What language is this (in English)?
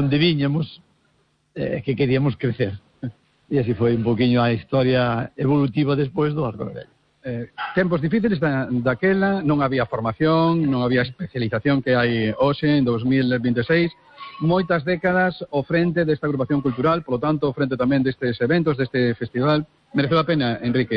Galician